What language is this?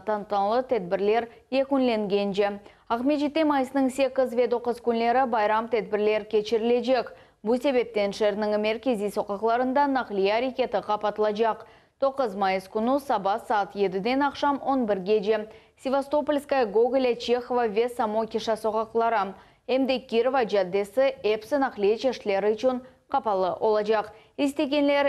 Crimean Tatar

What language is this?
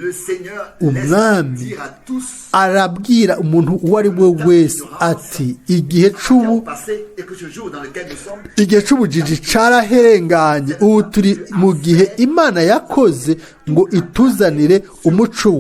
Rundi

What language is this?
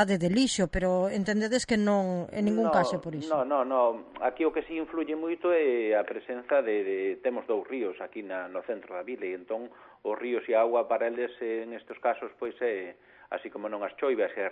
Galician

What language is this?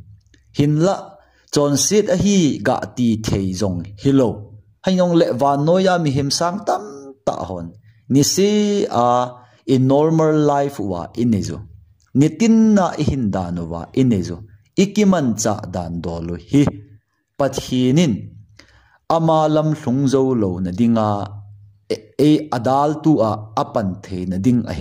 Thado Chin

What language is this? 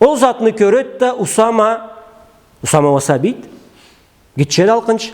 Karachay-Balkar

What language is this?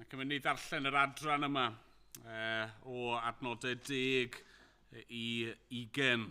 Welsh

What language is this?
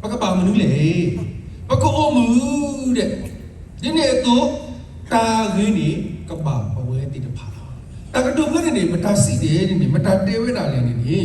S'gaw Karen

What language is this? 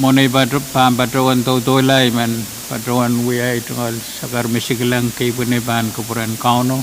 Pohnpeian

